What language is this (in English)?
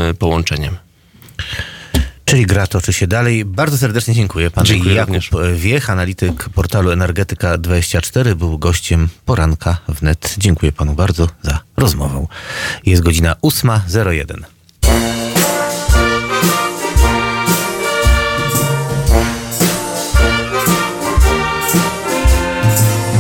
Polish